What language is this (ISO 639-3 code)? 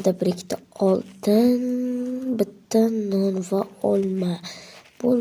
uzb